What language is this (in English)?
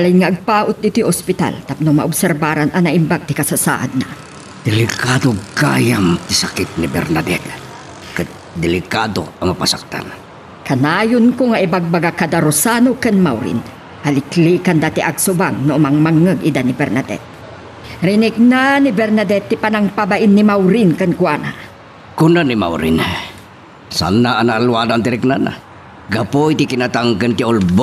Iloko